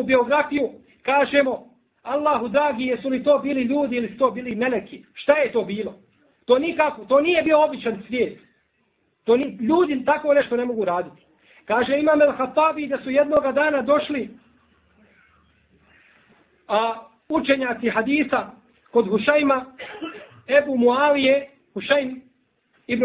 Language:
Bosnian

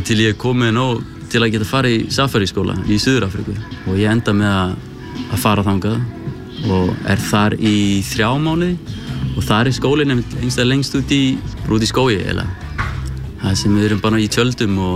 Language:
Icelandic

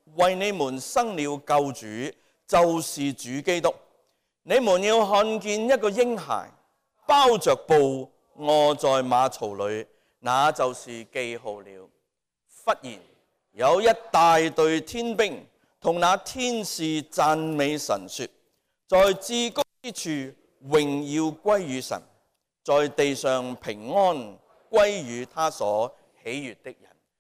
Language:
Cantonese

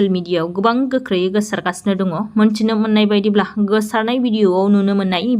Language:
Bodo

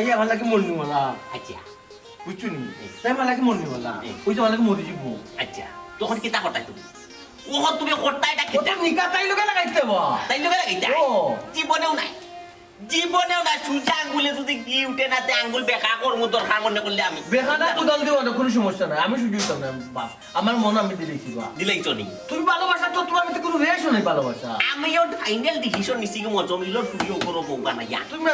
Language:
Sylheti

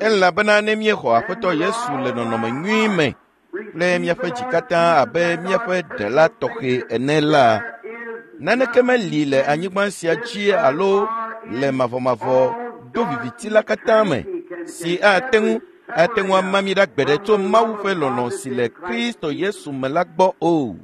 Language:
Ewe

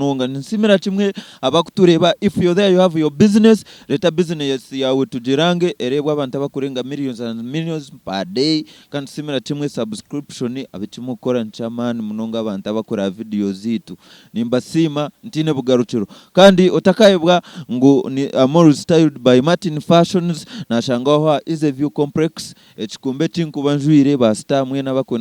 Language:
Nyankole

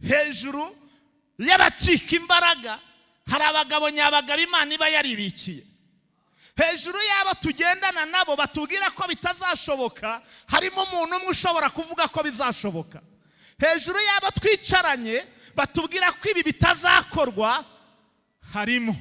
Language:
Kinyarwanda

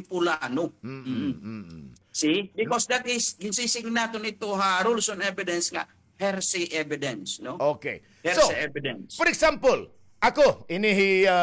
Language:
Waray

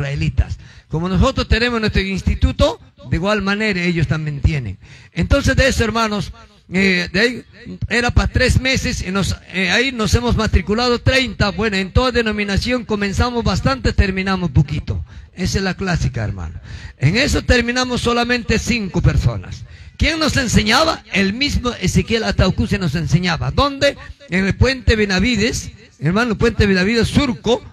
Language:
Spanish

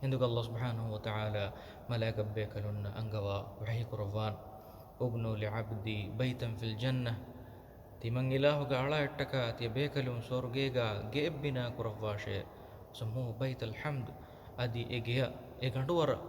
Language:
Divehi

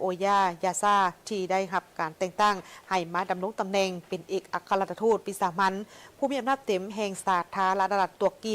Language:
Lao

